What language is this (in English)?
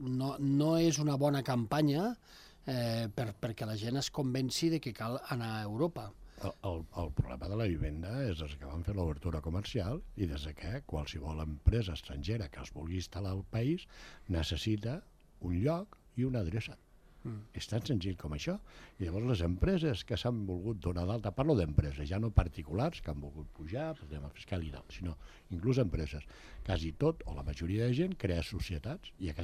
Catalan